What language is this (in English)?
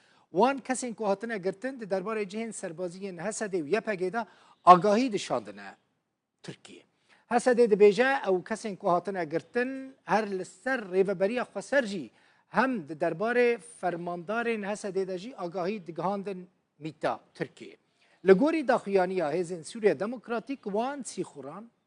Kurdish